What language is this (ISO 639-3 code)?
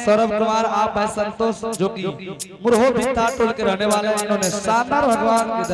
anp